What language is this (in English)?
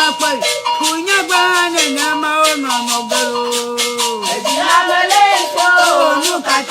Ewe